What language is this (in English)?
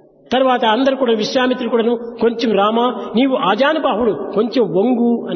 Telugu